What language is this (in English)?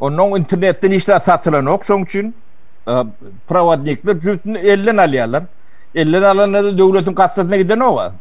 Turkmen